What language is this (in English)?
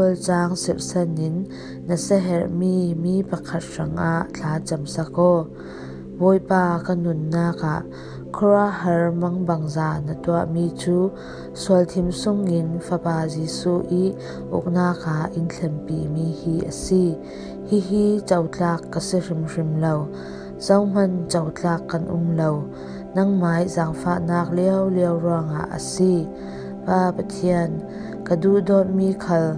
Falam Chin